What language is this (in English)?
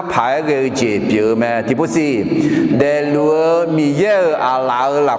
Akha